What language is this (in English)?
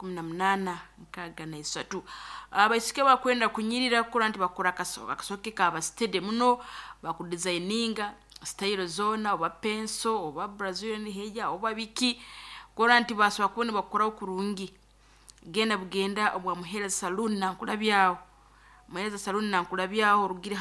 Nyankole